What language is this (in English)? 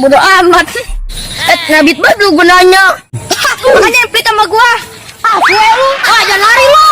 Betawi